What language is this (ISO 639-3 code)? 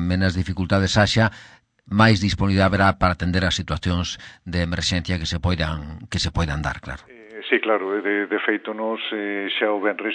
glg